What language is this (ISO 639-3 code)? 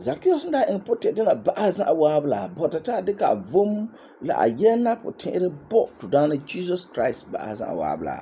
gur